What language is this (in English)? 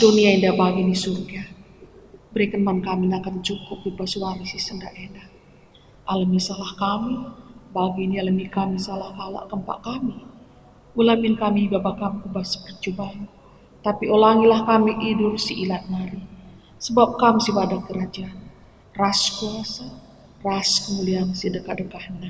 Batak Karo